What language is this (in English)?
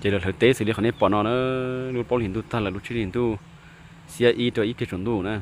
Hmong